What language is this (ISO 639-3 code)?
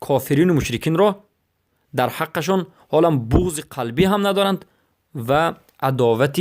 fas